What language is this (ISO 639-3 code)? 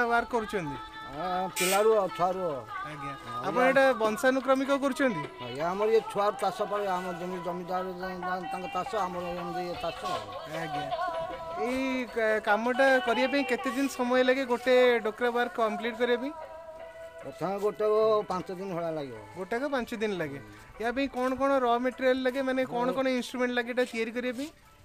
ori